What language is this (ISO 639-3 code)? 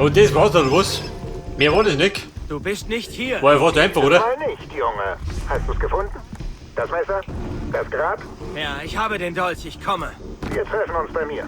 bar